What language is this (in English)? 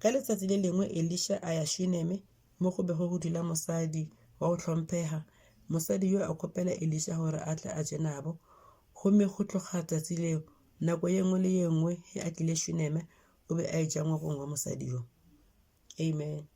Northern Sotho